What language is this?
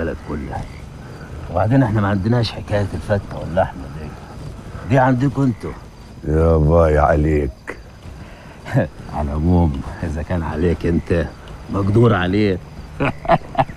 Egyptian Arabic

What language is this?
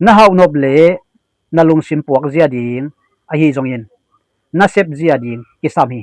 Tedim Chin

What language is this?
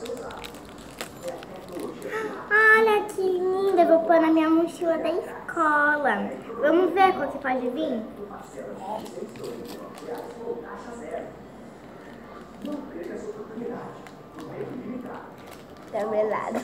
Portuguese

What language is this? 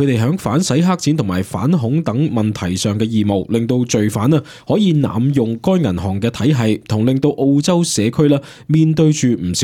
Cantonese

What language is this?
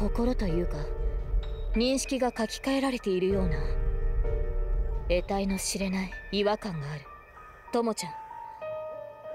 Japanese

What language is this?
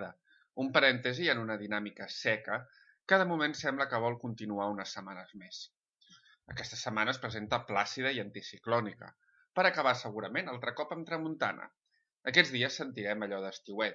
Catalan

